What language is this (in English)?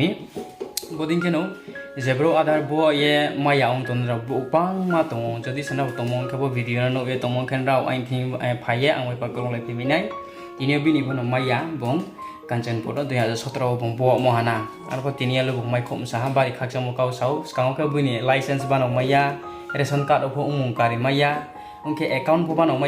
Riang (India)